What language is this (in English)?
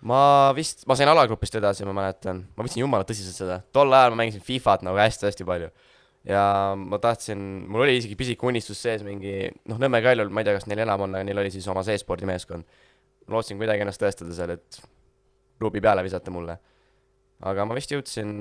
Estonian